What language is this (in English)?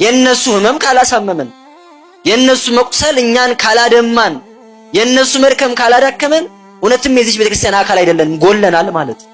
Amharic